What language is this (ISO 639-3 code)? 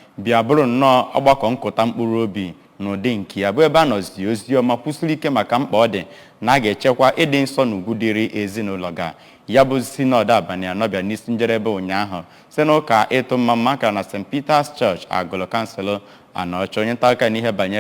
ibo